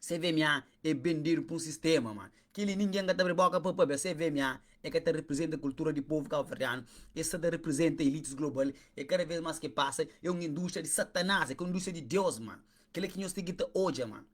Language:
Kabuverdianu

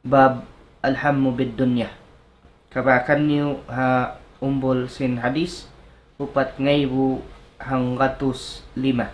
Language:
Tausug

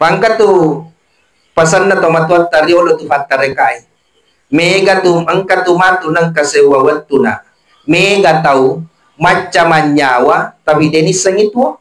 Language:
Buginese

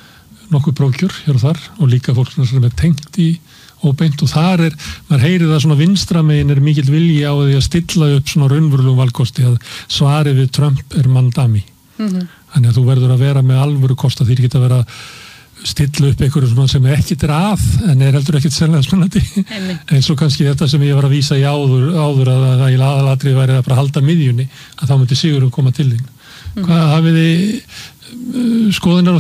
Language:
Icelandic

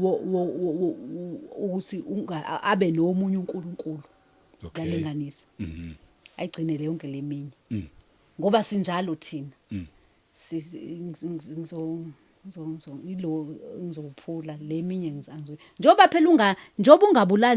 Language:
Zulu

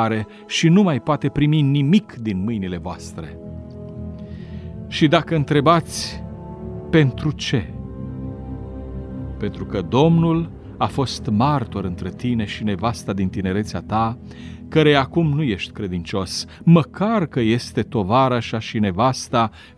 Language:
Romanian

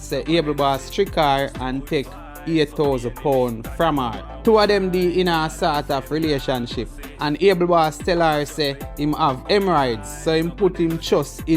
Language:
Jamaican Creole English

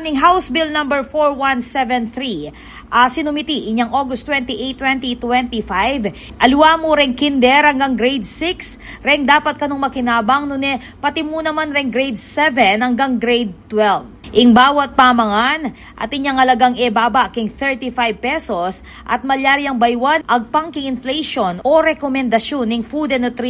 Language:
Pampanga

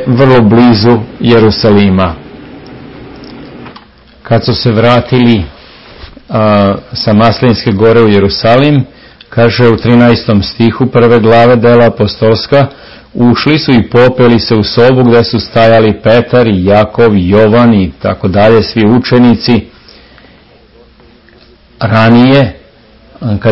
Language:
Serbian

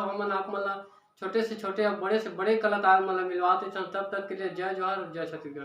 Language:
Chhattisgarhi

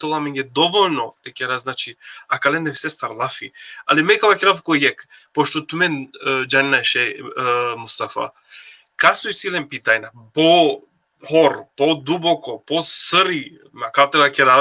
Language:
Balkan Romani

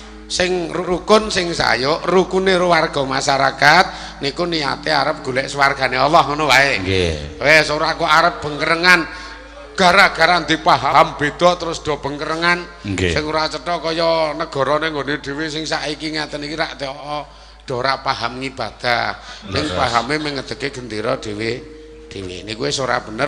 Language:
Javanese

